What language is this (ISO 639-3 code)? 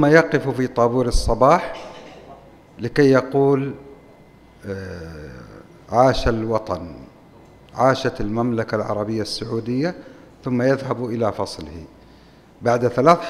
ara